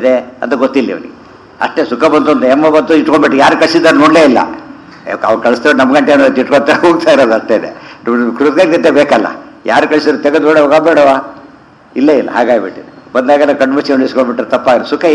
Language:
Kannada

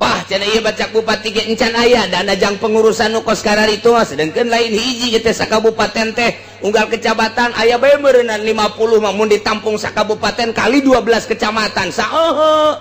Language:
Sundanese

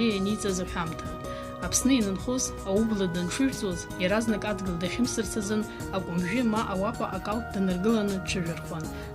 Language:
Abkhazian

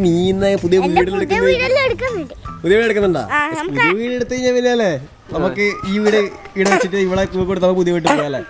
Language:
Malayalam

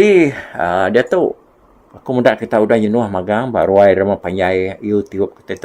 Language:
Iban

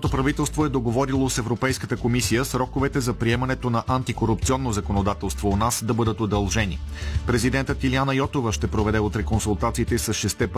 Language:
Bulgarian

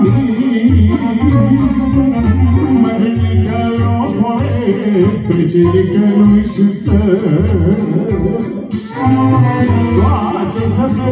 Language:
Romanian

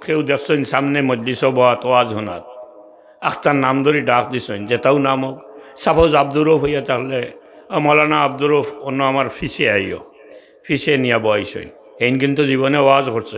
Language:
Sylheti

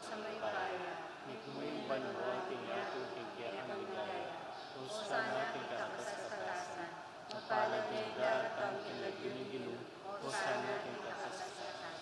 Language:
Pampanga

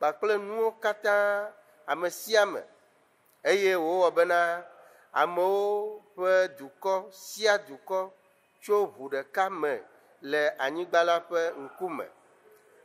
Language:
Ewe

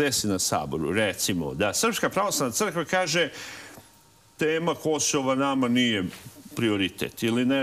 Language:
Serbian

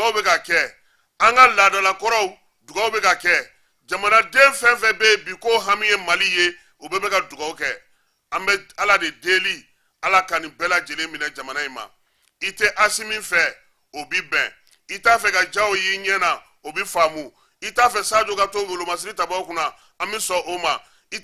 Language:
Bambara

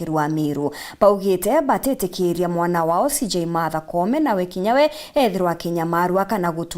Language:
Meru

